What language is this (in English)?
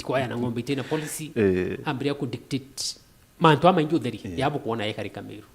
Meru